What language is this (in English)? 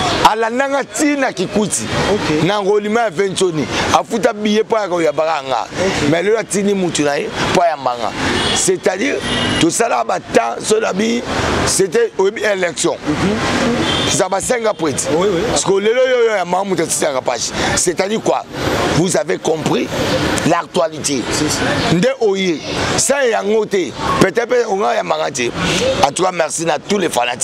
Lingala